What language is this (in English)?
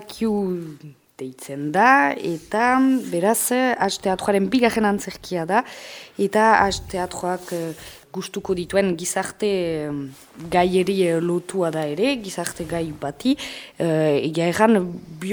Basque